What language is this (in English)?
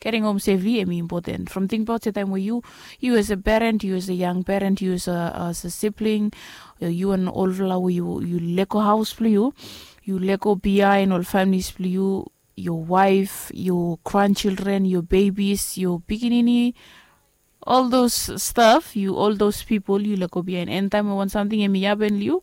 Bislama